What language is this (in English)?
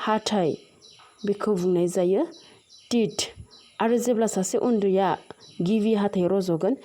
Bodo